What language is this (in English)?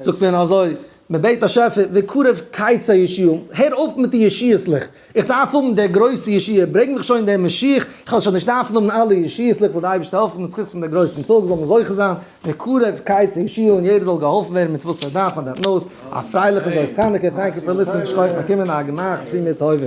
Yiddish